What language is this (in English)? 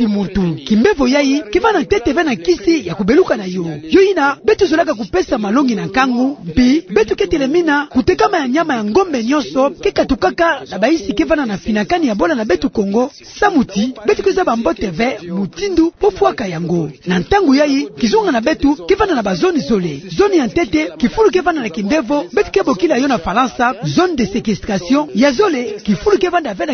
Kituba (Democratic Republic of Congo)